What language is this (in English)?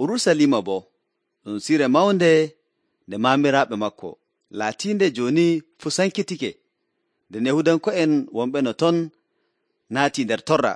Nigerian Fulfulde